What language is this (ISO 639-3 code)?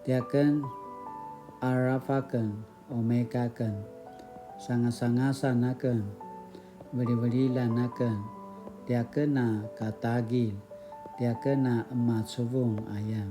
pwn